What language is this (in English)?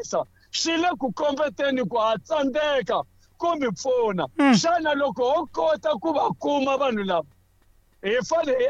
Tsonga